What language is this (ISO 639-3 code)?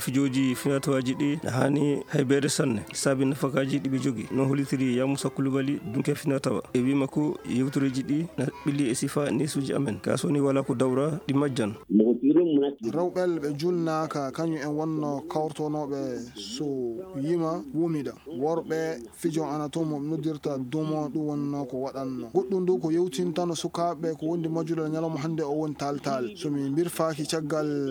ful